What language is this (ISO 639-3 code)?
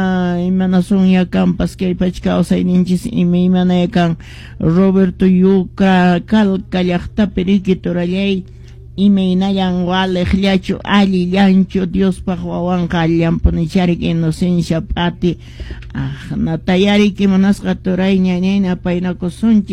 que